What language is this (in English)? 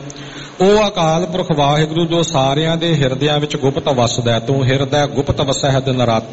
Punjabi